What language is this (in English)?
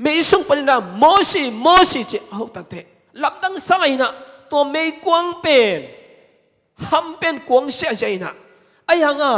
Tedim Chin